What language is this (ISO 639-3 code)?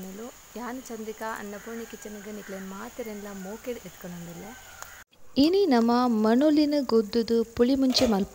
tcy